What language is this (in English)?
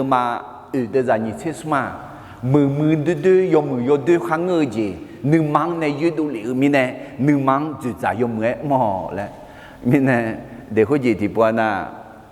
Akha